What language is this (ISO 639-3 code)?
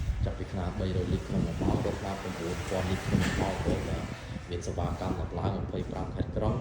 khm